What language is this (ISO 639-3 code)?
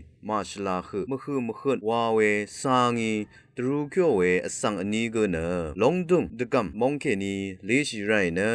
raw